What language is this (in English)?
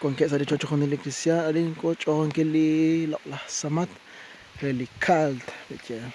Kekchí